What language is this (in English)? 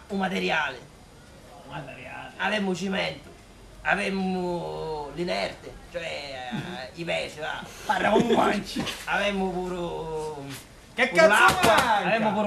Sicilian